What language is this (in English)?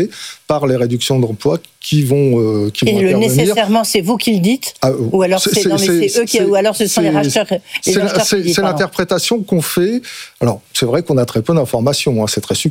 French